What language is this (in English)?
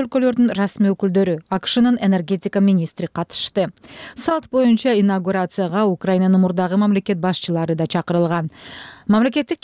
Kyrgyz